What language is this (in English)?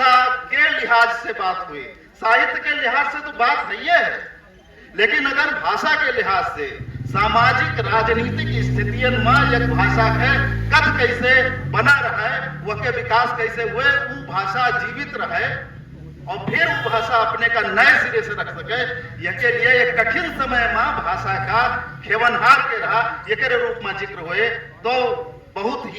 Awadhi